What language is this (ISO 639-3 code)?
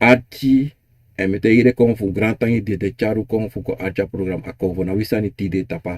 srn